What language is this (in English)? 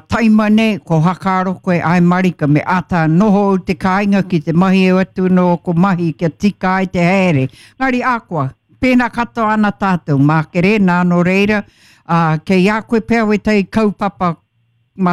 Māori